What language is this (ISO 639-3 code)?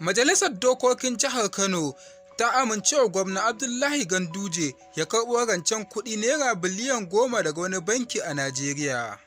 hau